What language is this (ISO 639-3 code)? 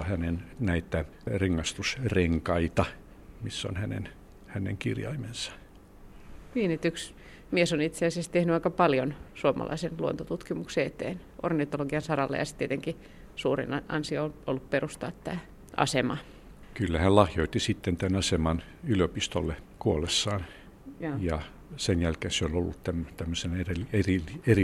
fin